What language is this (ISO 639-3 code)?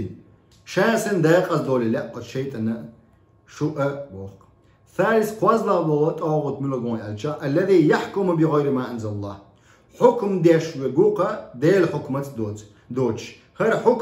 che